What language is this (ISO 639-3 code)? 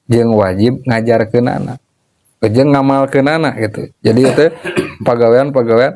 sun